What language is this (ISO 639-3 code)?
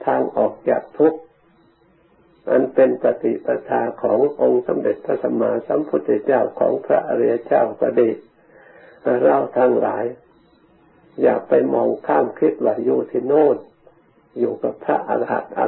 tha